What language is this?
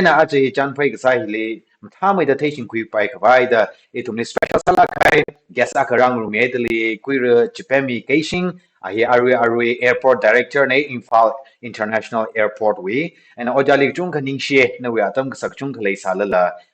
Tangkhul Naga (India)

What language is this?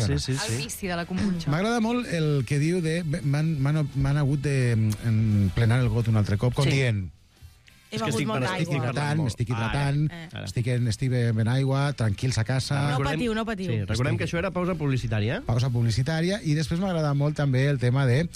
Catalan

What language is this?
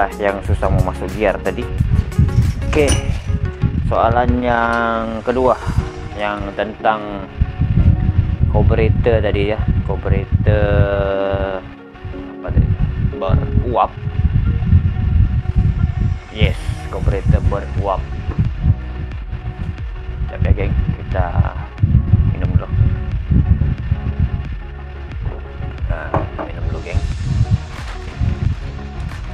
Malay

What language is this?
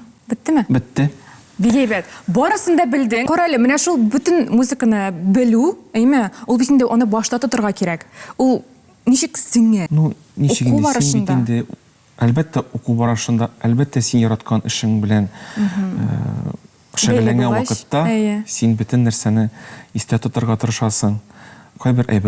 Tatar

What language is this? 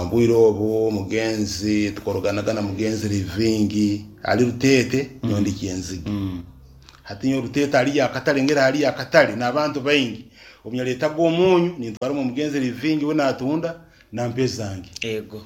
Nyankole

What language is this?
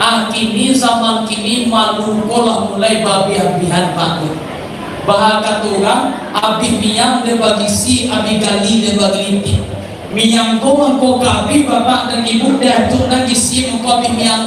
Minangkabau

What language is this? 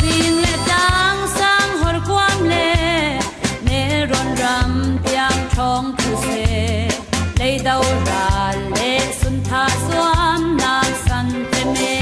Falam Chin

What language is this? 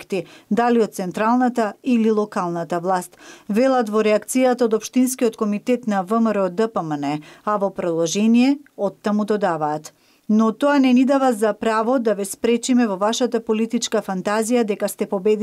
Macedonian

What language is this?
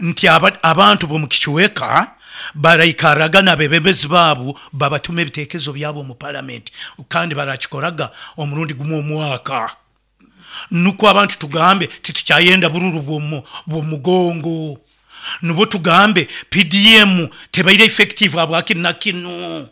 Nyankole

